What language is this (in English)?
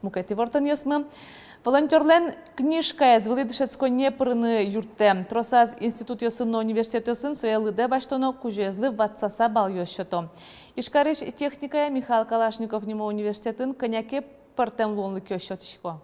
Udmurt